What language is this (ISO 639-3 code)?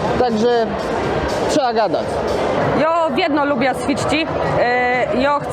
csb